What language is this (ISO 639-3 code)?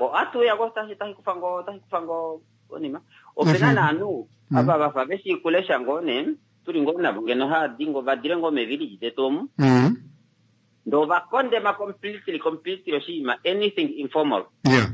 kua